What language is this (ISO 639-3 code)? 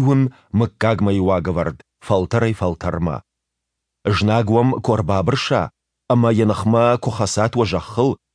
oss